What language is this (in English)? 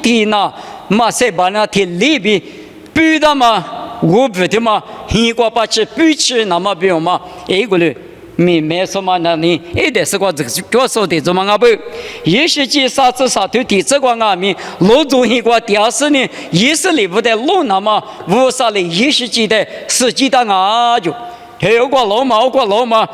Lisu